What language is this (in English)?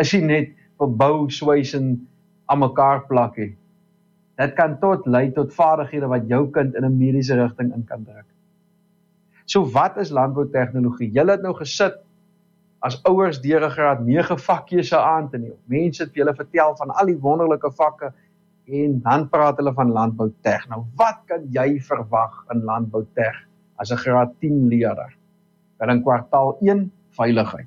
Afrikaans